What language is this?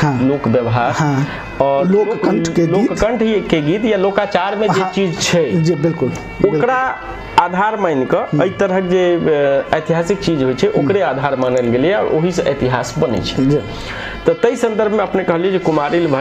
Maithili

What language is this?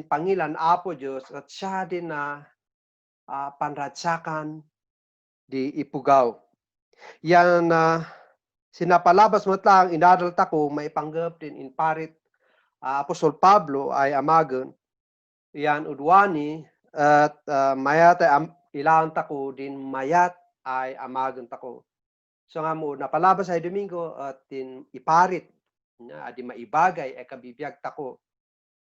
Kankanaey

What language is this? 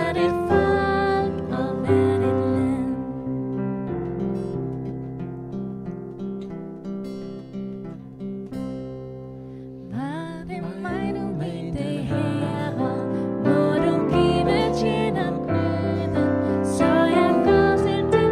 Danish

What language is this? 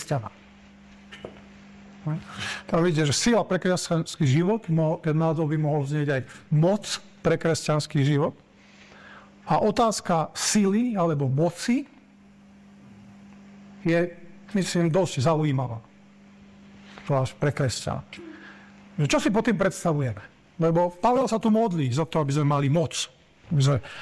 Slovak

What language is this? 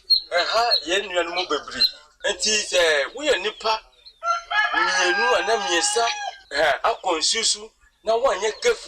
Akan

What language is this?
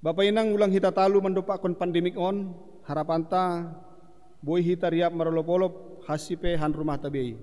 Batak Simalungun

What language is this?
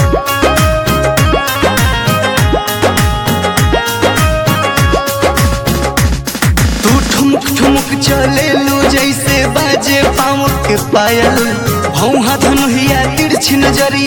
Bhojpuri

